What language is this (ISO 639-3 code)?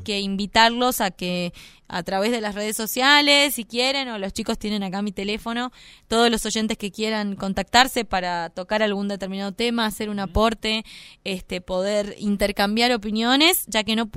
spa